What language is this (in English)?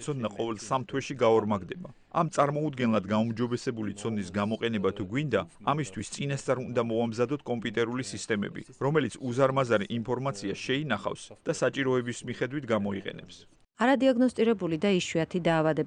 Georgian